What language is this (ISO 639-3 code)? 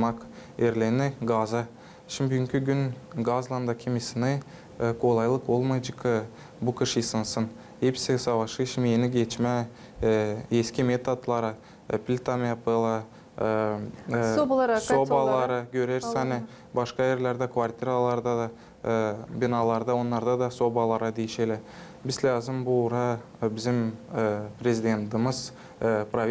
gag